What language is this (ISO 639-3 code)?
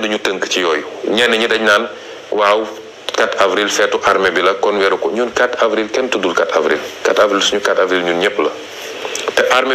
wol